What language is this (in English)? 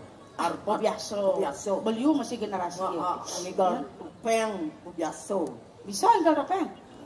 Balinese